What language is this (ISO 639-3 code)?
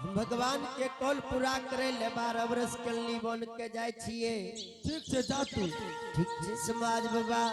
anp